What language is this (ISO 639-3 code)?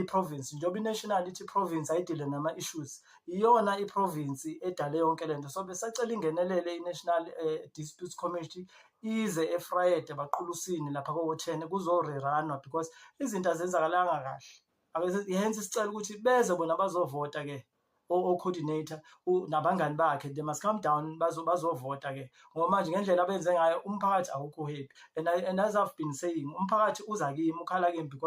zul